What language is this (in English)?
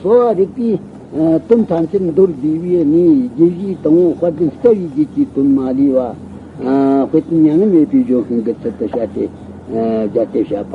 Tibetan